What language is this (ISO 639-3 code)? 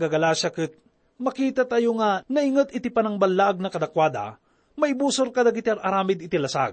ilo